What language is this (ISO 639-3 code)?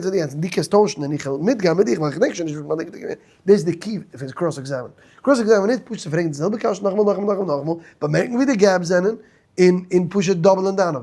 yid